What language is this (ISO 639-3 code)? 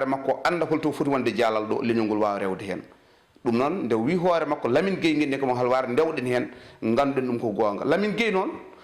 ful